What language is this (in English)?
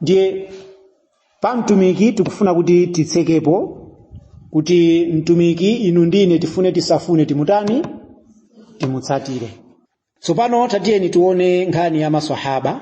Nyanja